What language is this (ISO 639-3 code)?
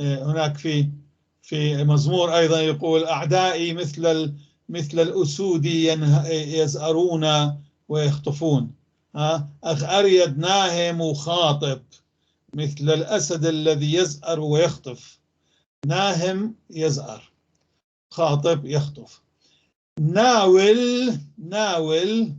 apc